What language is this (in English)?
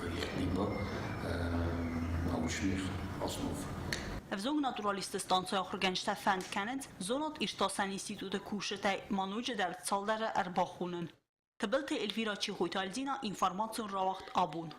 Ossetic